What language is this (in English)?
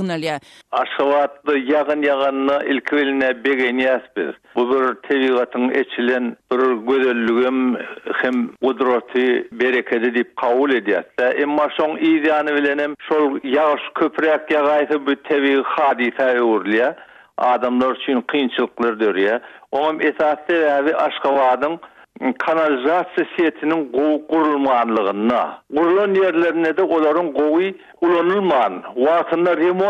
Turkmen